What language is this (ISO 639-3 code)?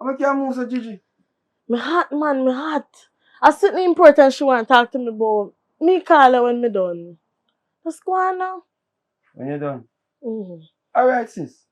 jam